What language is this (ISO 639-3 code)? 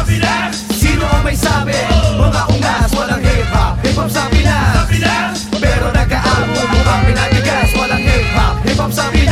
fil